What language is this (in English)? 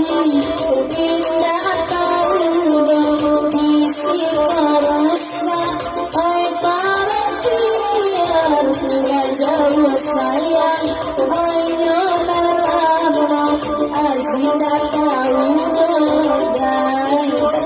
Minangkabau